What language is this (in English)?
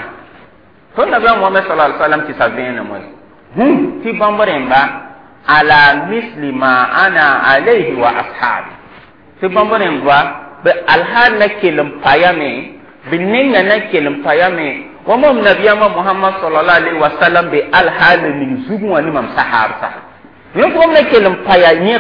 Mossi